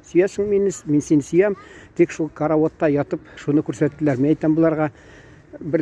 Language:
Tatar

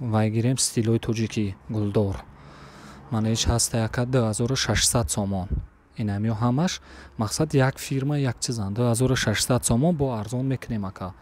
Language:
Tajik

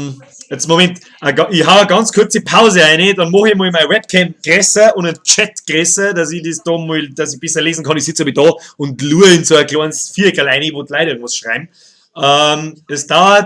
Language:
Bavarian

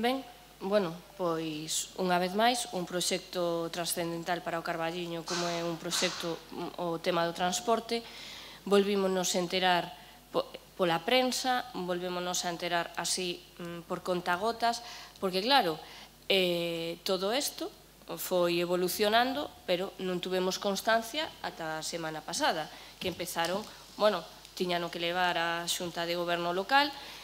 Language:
Galician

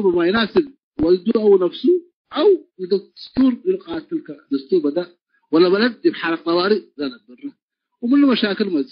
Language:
Tigre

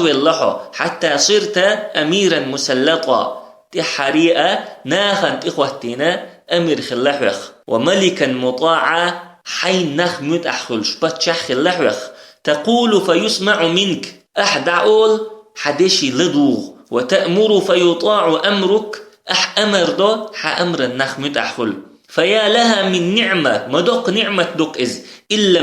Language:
Chechen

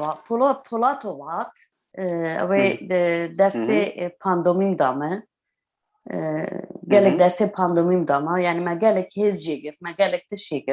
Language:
Kurdish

